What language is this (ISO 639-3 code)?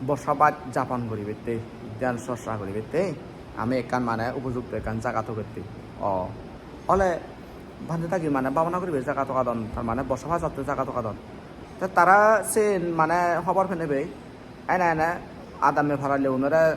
ccp